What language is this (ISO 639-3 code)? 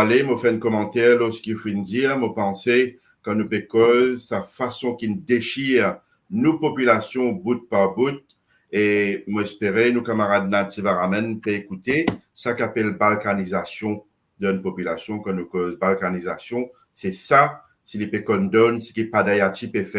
mfe